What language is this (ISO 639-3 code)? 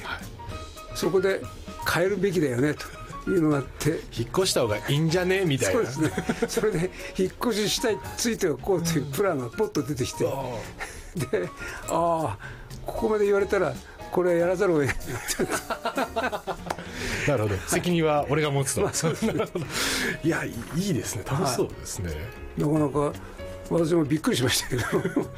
jpn